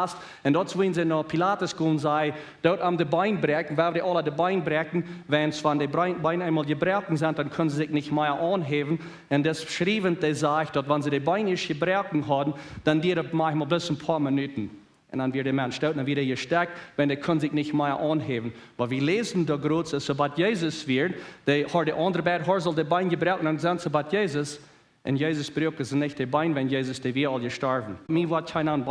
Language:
Plautdietsch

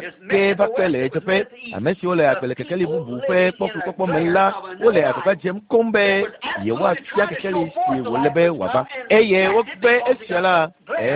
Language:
Ewe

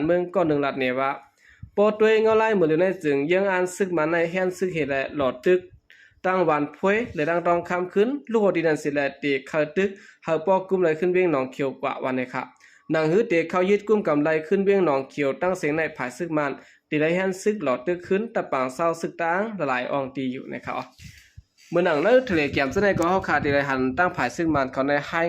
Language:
Shan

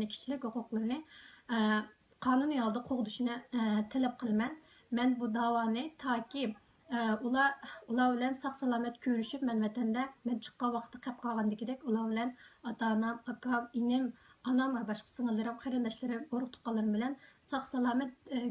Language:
Uyghur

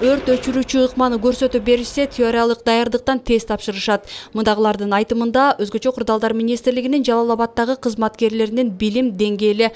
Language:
Kyrgyz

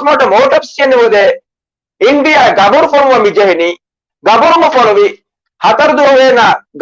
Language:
Divehi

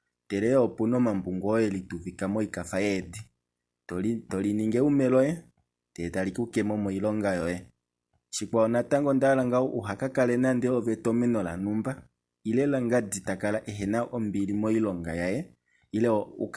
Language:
Kuanyama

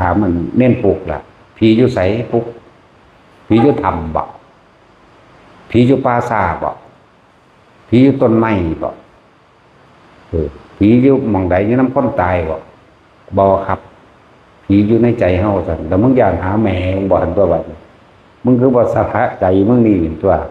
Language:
Northeastern Thai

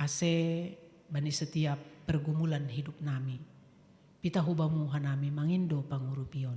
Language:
Batak Simalungun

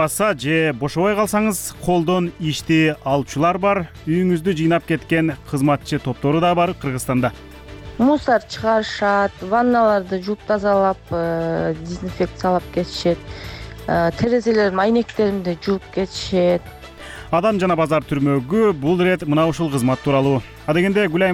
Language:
Kyrgyz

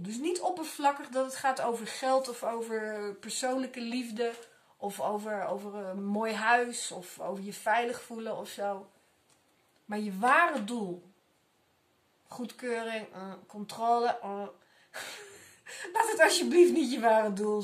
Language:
Dutch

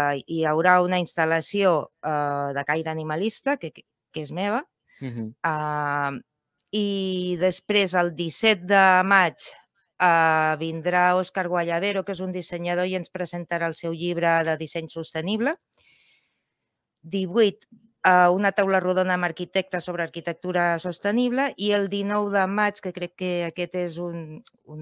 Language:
Catalan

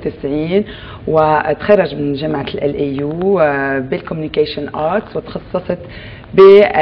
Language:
North Levantine Arabic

